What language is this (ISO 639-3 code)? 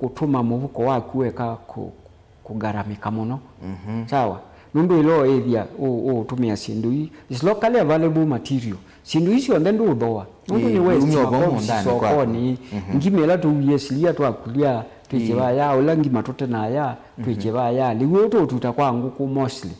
kam